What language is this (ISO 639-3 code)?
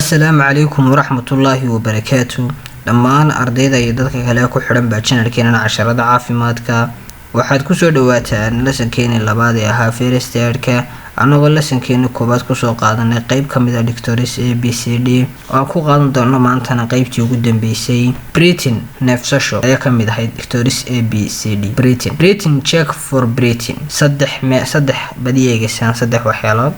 som